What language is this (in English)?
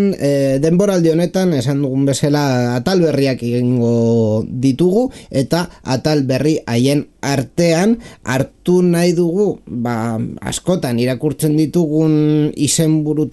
Basque